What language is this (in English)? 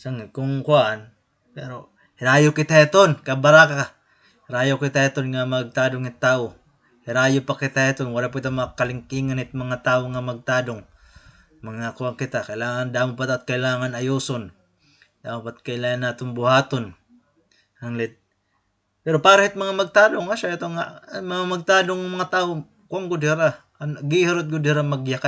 Waray